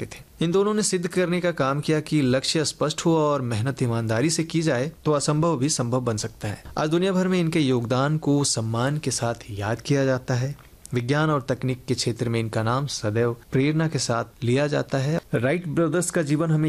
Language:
Hindi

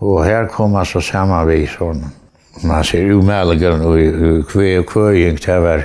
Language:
Faroese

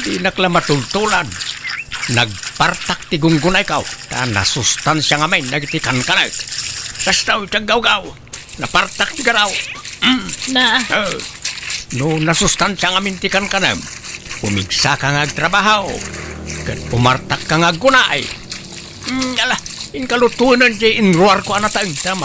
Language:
Iloko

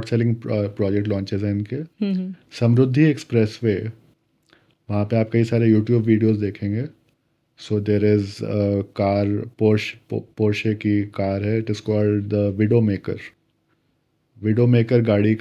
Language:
Hindi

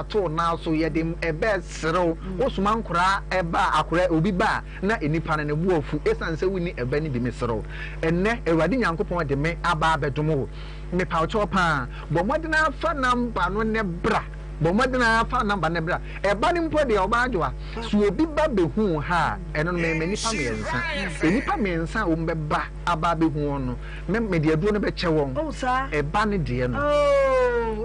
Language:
Akan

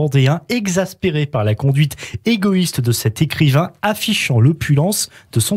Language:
French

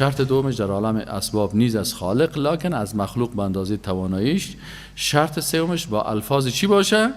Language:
Persian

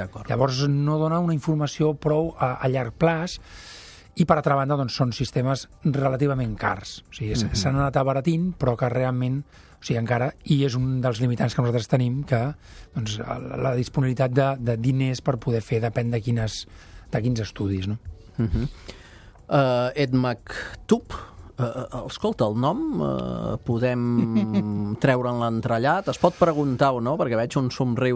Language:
Catalan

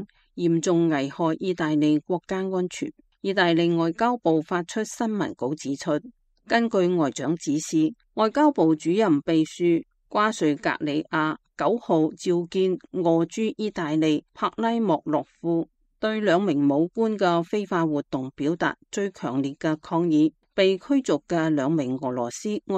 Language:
Cantonese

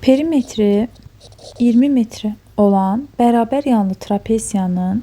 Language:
Azerbaijani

